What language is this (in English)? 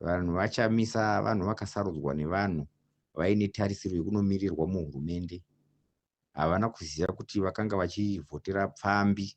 Shona